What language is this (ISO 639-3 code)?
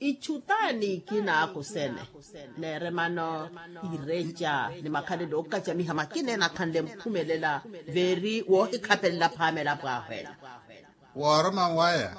vmw